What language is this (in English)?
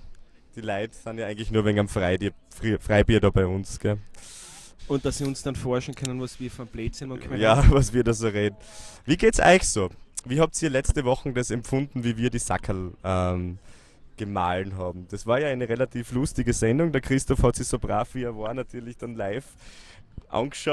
Bavarian